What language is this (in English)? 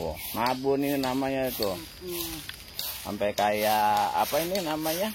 Betawi